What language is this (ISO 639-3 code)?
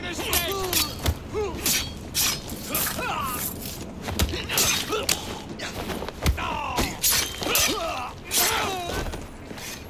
eng